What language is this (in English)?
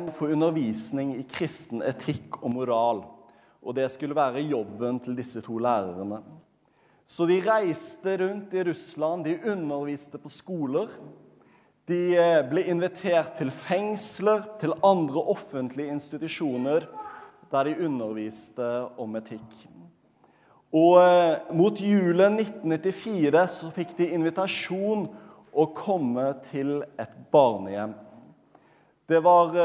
Norwegian